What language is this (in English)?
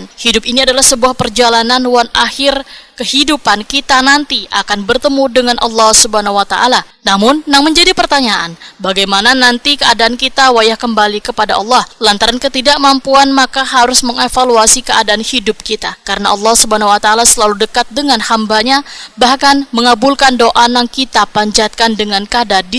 Banjar